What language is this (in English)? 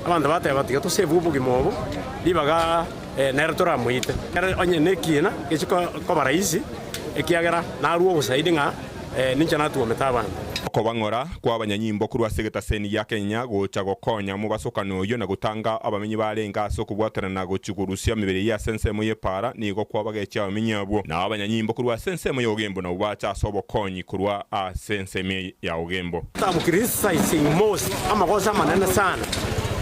Gusii